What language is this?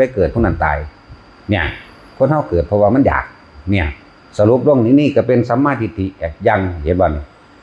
Northeastern Thai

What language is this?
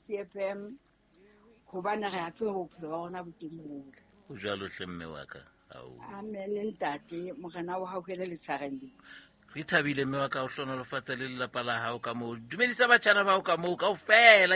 Southern Sotho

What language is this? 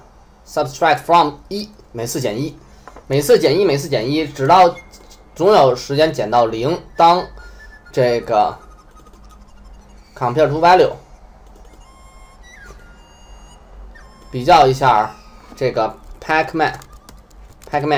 Chinese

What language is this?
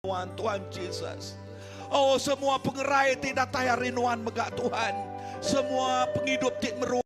Iban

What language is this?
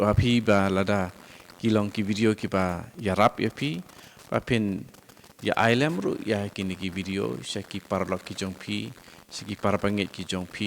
Khasi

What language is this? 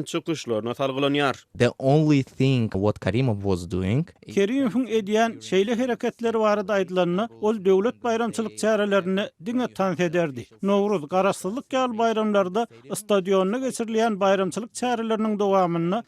Turkmen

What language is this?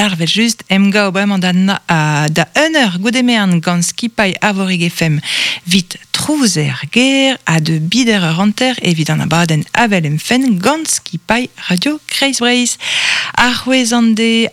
Breton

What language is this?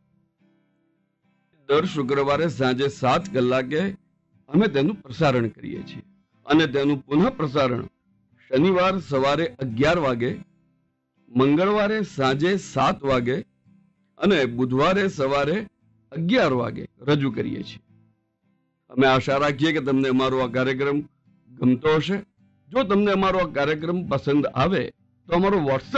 Gujarati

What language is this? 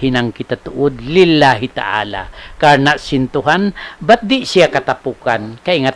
Tausug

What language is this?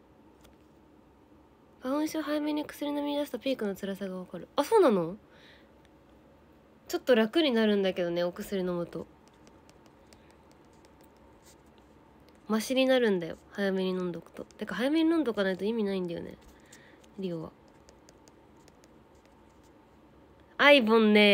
Japanese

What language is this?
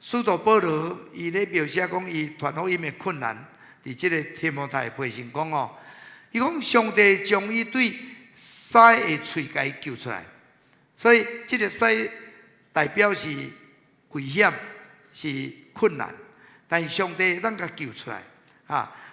Min Nan Chinese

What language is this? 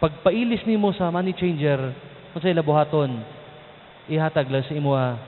Cebuano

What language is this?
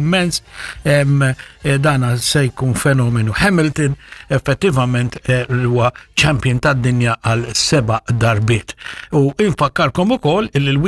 Maltese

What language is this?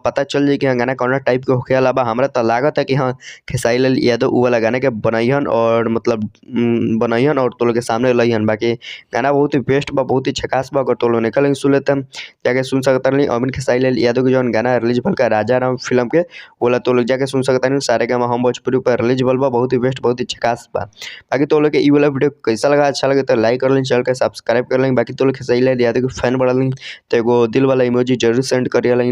Bhojpuri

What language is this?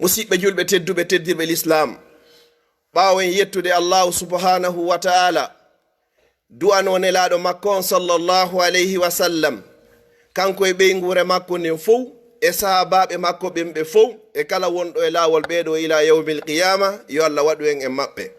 Fula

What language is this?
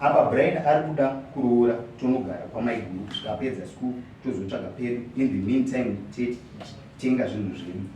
Shona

